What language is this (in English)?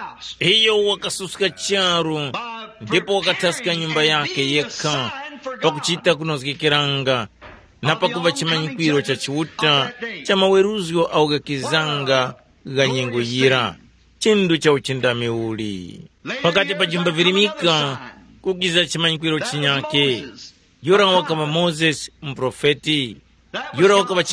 Tumbuka